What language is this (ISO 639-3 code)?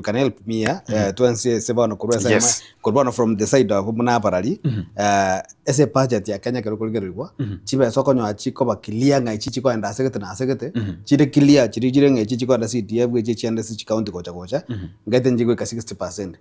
guz